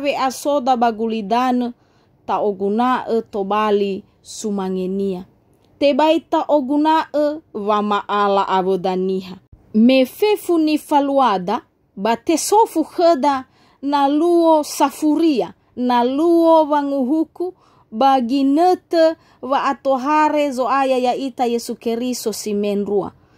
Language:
Nias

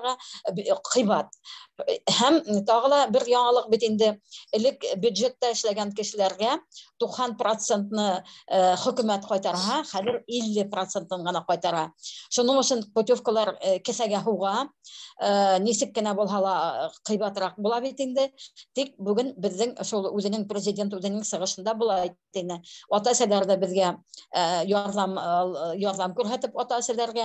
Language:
Bashkir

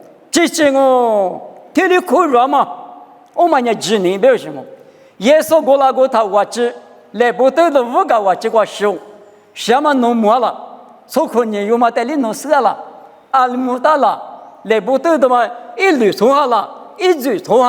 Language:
Lisu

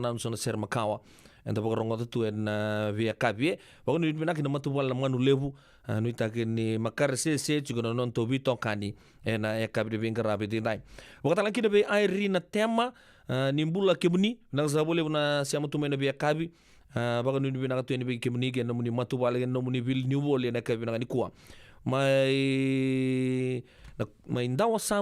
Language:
Fijian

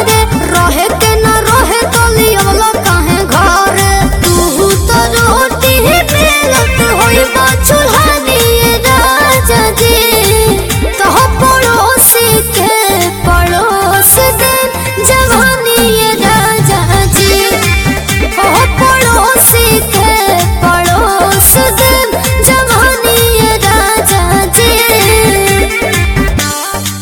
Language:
Bhojpuri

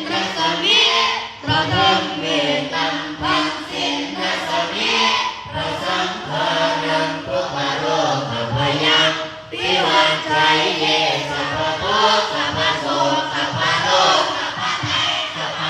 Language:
Pali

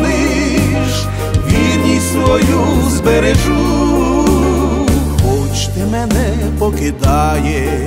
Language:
Ukrainian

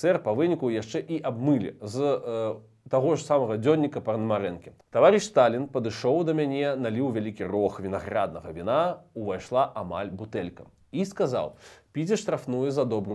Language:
Belarusian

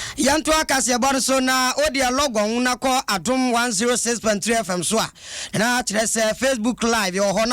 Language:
Akan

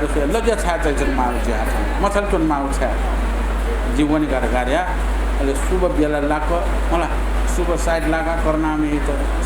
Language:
Newari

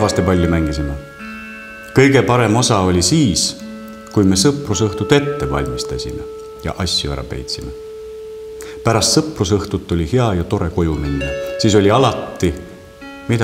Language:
Estonian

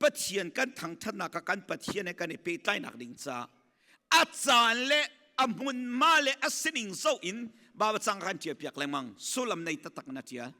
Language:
Hakha Chin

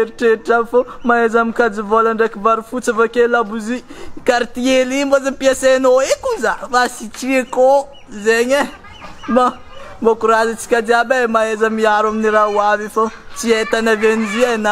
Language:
Malagasy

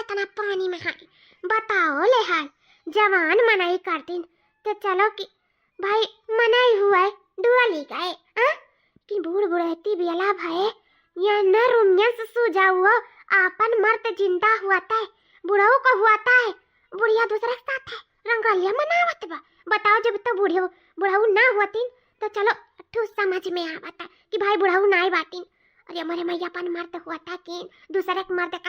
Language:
Awadhi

